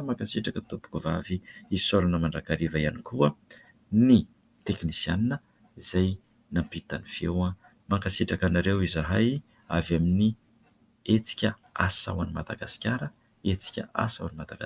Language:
Malagasy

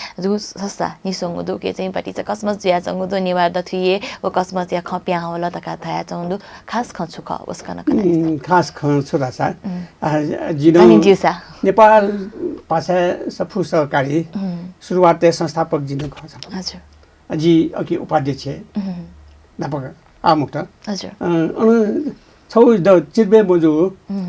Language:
Newari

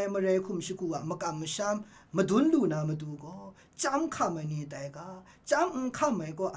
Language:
Kachin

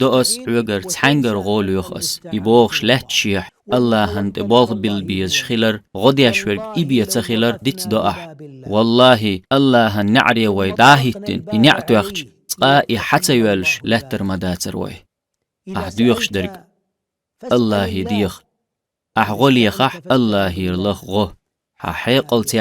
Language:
Chechen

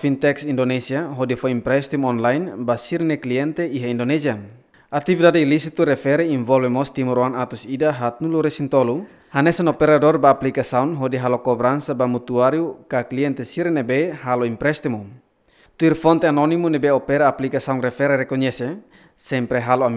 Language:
Tetum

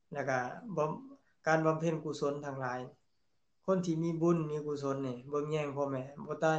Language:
Lao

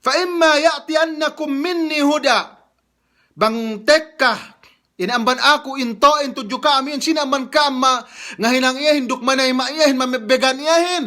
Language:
Yakan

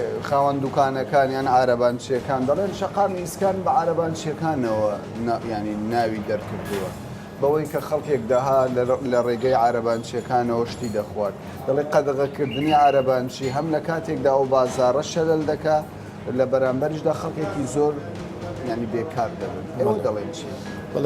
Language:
Central Kurdish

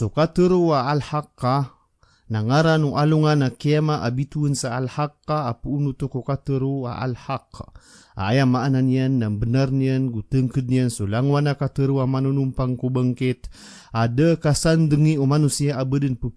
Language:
Maranao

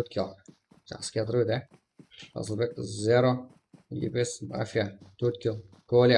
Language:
Kara-Kalpak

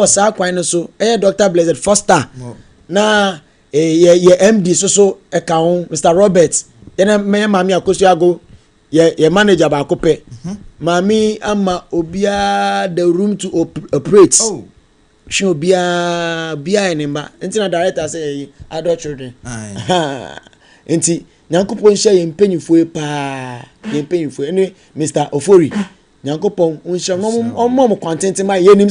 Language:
Akan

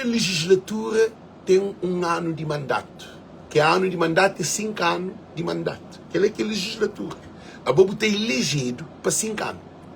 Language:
Kabuverdianu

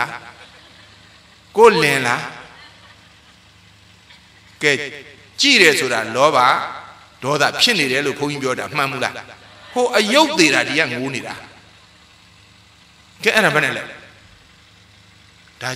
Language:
Burmese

